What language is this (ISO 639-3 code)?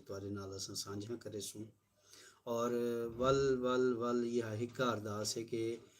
skr